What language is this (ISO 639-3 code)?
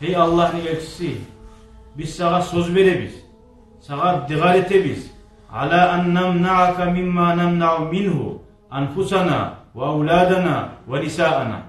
kum